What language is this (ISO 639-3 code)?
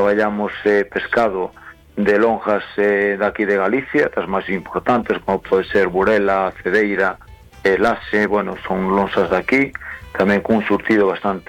glg